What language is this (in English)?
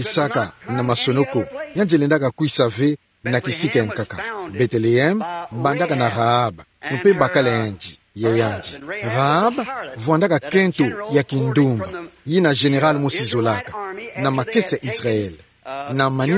Kituba (Democratic Republic of Congo)